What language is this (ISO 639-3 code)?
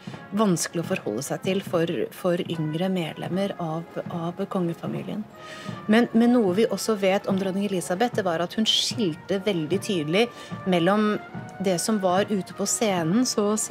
nor